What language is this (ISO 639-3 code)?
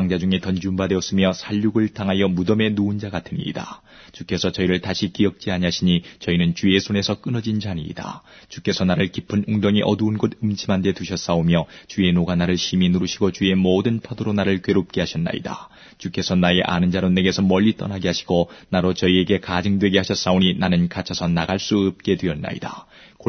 kor